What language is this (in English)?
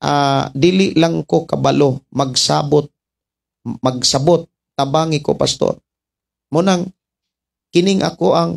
Cebuano